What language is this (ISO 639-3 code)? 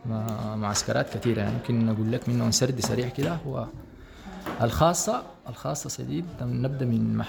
apd